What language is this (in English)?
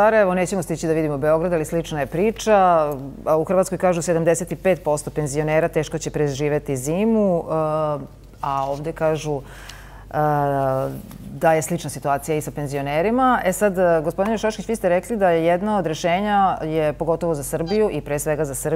Croatian